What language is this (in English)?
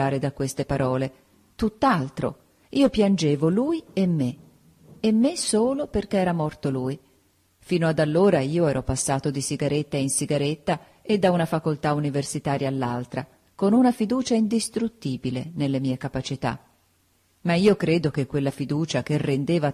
Italian